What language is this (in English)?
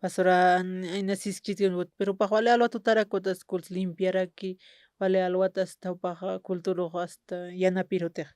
Aymara